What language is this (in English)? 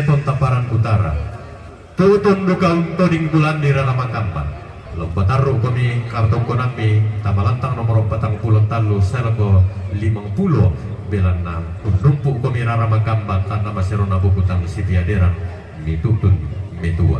Toraja-Sa'dan